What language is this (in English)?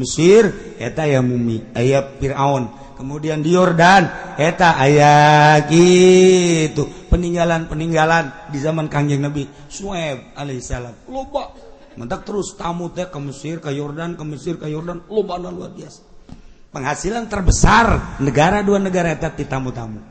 Sundanese